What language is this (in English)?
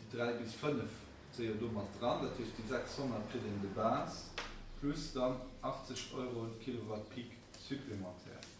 Luxembourgish